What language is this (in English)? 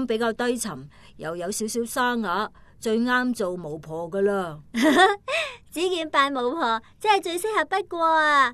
Cantonese